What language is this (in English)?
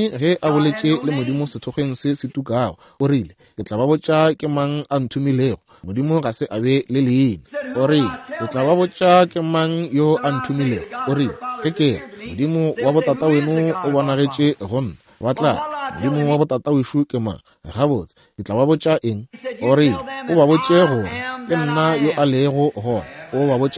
Northern Sotho